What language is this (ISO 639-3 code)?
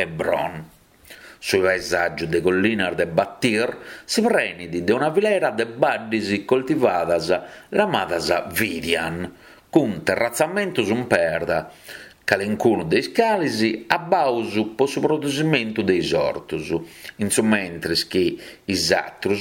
srd